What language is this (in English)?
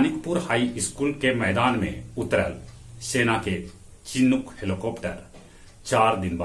Magahi